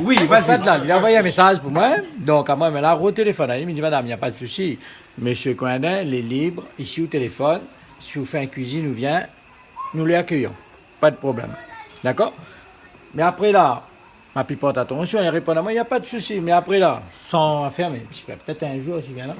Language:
Réunion Creole French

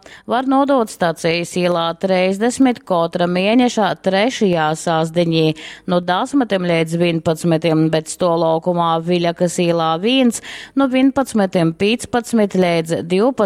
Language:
Latgalian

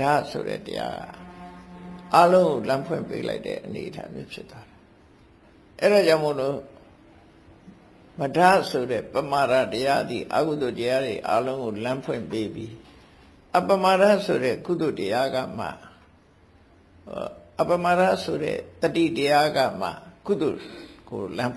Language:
Burmese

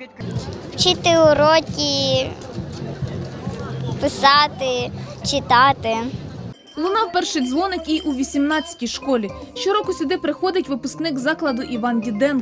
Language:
Ukrainian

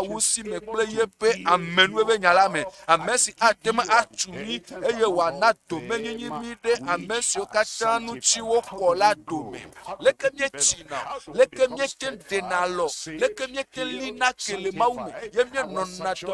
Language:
Ewe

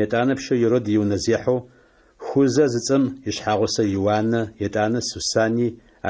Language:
Adyghe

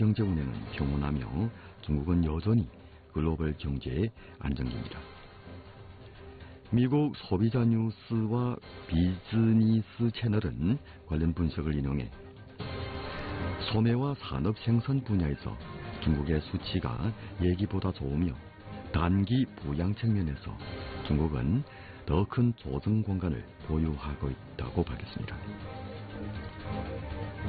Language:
Korean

